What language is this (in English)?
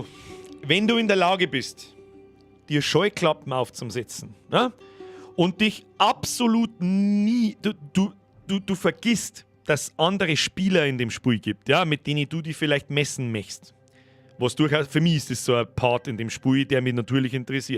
Bavarian